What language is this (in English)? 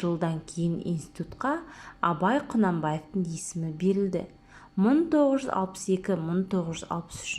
Kazakh